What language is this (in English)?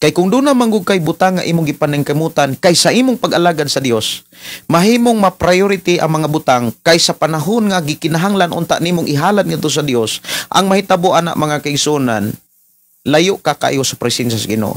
Cebuano